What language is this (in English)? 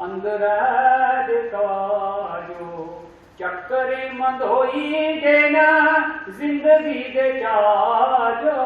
Dogri